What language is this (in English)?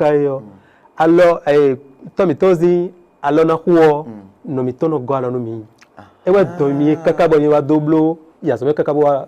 Fon